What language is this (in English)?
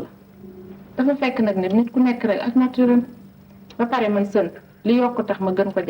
Wolof